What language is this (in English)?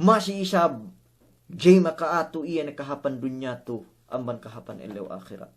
Yakan